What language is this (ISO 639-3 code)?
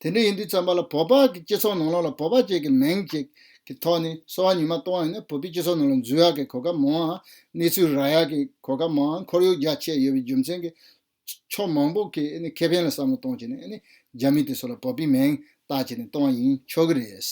bod